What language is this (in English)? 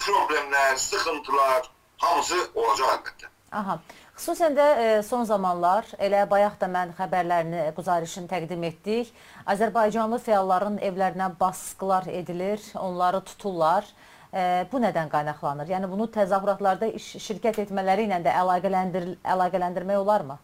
South Azerbaijani